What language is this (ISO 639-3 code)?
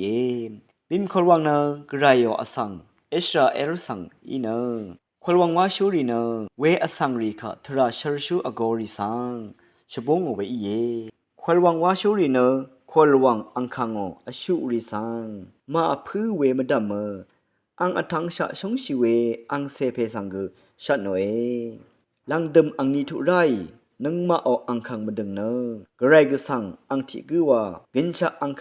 raw